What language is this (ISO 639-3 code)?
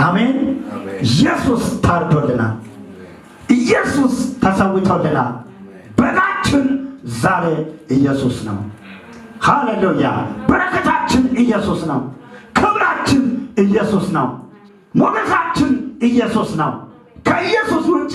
amh